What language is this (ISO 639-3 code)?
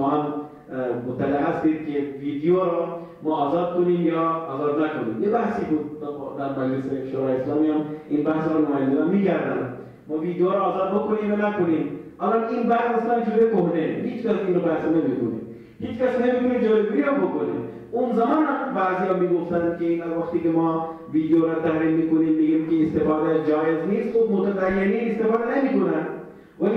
fas